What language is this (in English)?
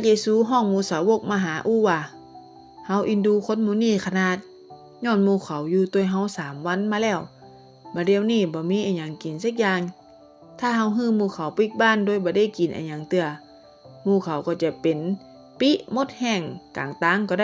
Northern Thai